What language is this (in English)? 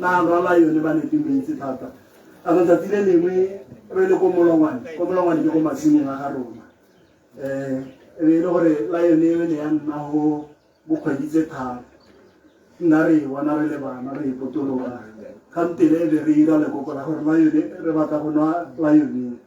Tswana